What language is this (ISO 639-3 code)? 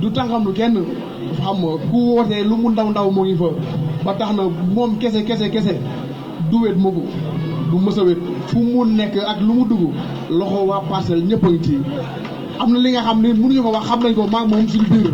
wol